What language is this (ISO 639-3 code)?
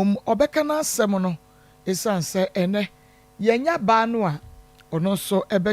aka